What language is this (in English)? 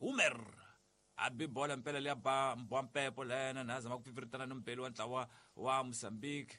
Tsonga